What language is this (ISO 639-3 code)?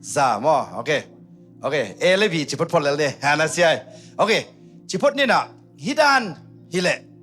ctd